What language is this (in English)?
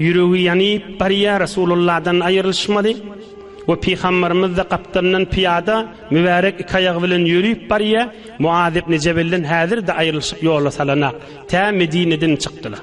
Turkmen